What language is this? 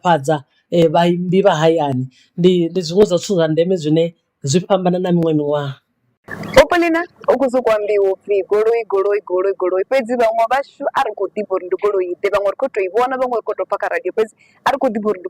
Venda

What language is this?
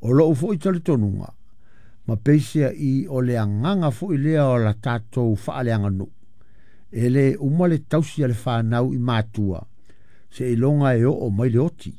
Samoan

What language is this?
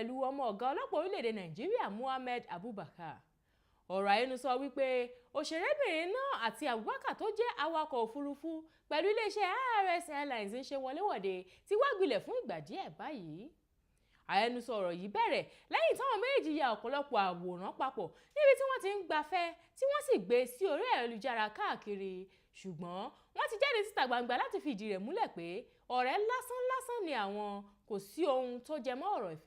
Yoruba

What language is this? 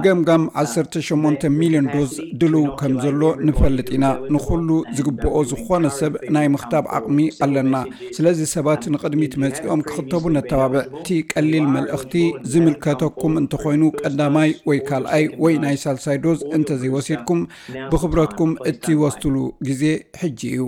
Tigrinya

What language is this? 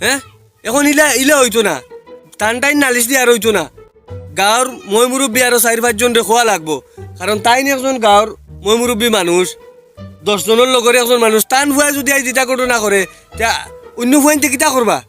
Sylheti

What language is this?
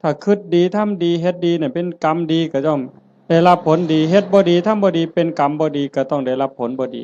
Northeastern Thai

